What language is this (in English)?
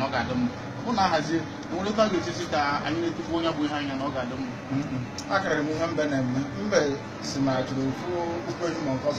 Igbo